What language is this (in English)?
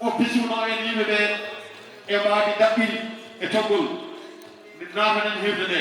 Fula